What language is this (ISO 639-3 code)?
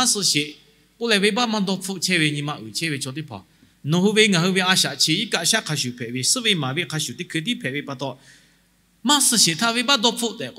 lhu